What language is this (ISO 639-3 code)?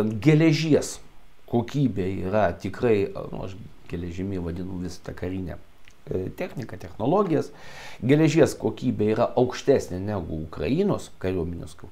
lit